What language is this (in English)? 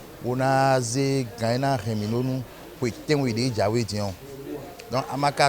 Fon